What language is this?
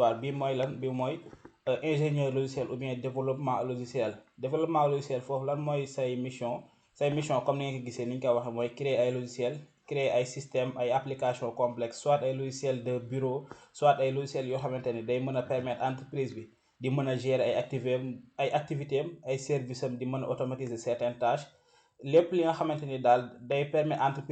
Wolof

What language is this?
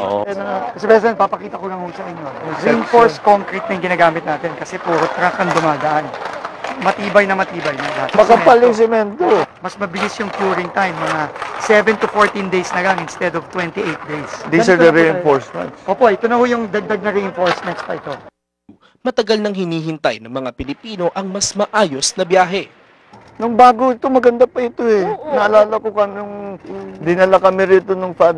Filipino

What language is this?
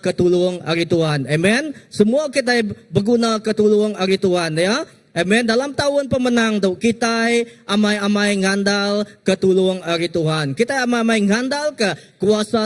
Iban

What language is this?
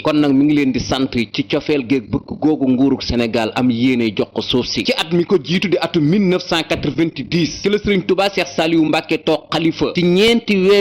Wolof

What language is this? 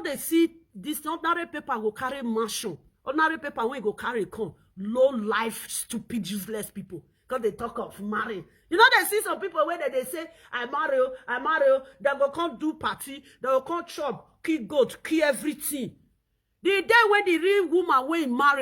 Nigerian Pidgin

